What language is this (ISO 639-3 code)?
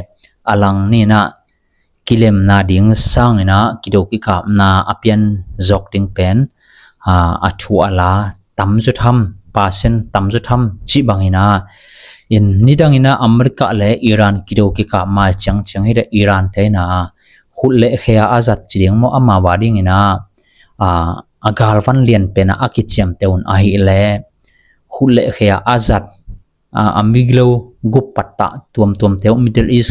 ctd